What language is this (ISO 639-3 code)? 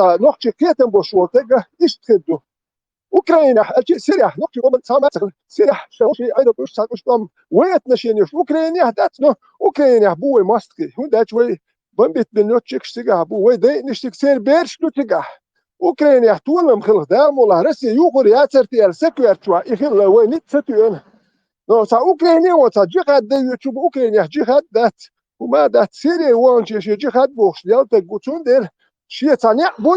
che